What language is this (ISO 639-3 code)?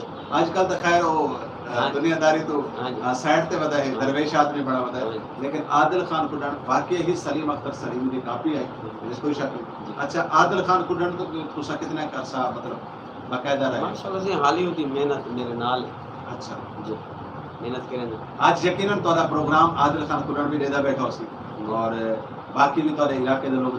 skr